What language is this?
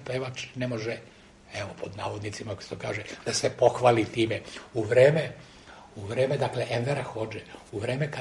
Serbian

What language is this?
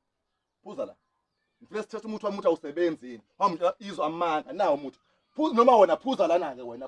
Zulu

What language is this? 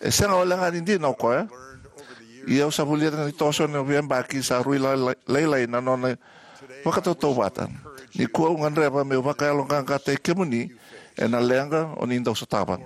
Fijian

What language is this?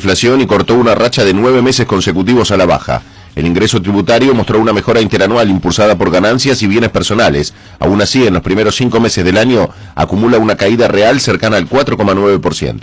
Spanish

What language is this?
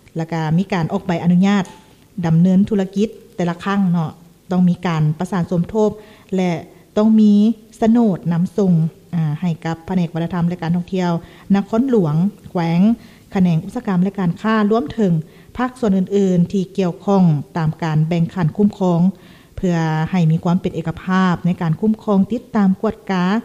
Lao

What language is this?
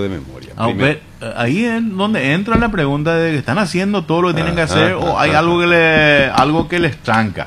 Spanish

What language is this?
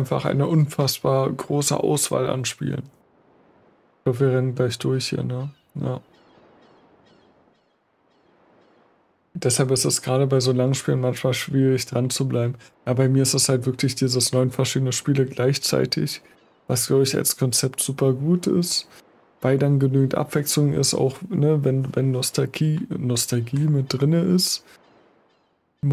German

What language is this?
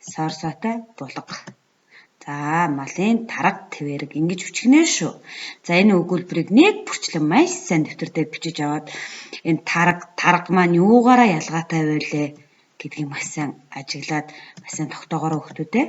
Mongolian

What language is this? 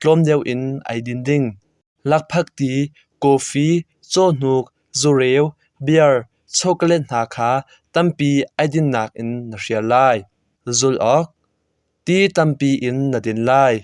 Hakha Chin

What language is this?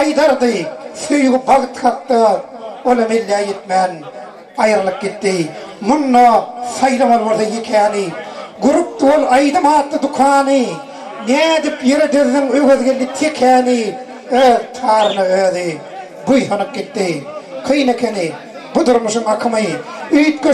Turkmen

